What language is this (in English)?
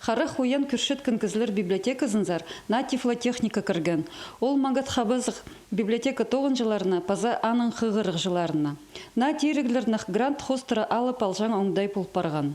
Khakas